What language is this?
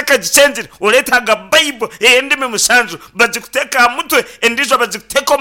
Nyankole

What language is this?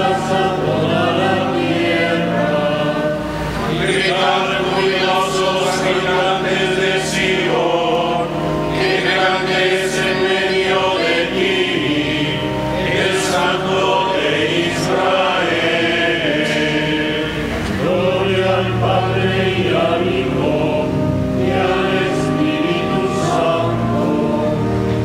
Spanish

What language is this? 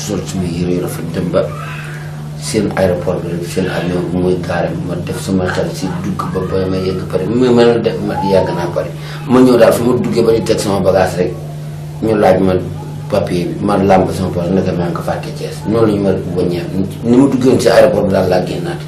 Wolof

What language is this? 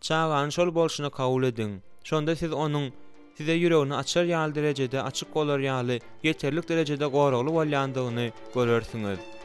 Turkmen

